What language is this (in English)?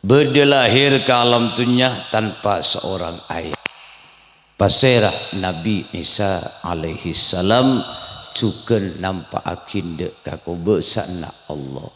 Madurese